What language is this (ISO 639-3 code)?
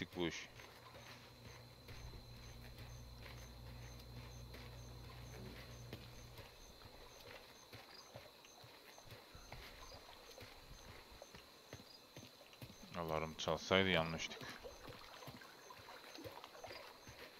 tur